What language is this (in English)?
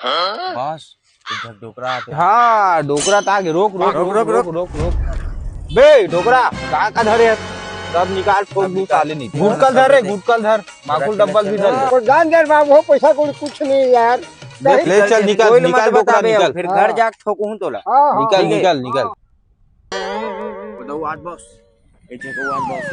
Chhattisgarhi